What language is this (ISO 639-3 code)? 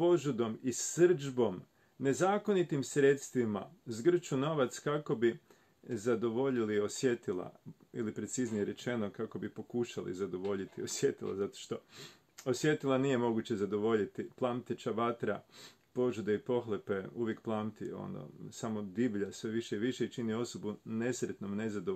hrv